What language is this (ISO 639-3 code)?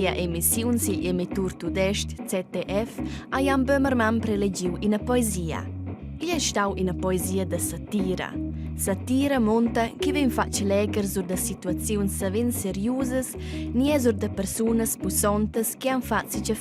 roh